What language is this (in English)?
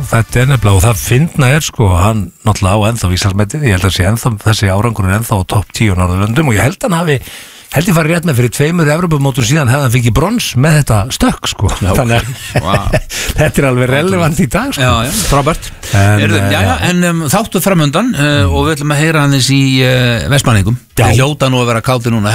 Icelandic